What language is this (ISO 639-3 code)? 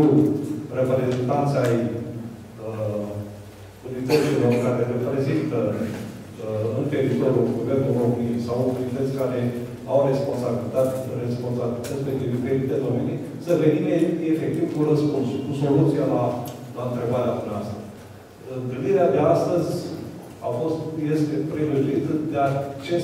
ron